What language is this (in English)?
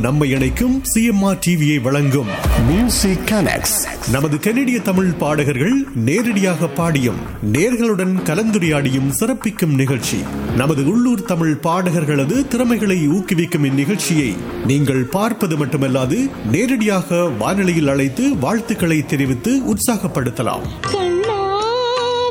Tamil